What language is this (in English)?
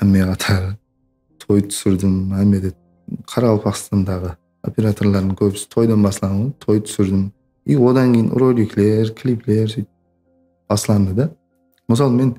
Kara-Kalpak